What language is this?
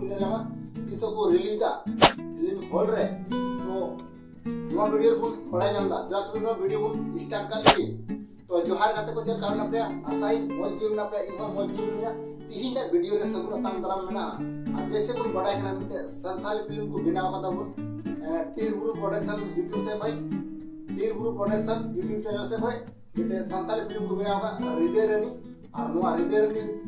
Santali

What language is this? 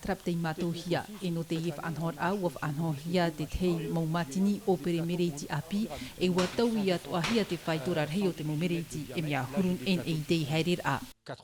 Tahitian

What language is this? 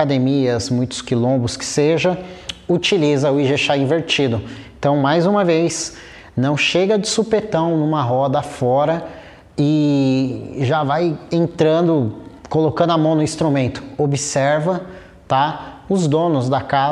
Portuguese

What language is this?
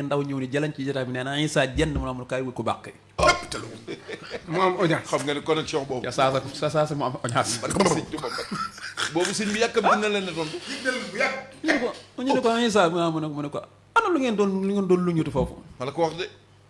Wolof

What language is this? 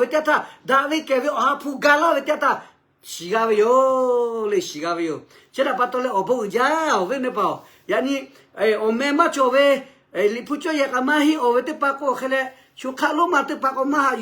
Lahu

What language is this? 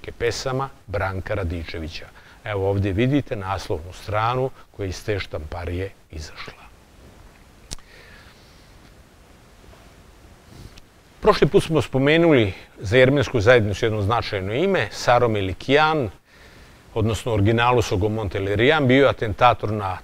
Serbian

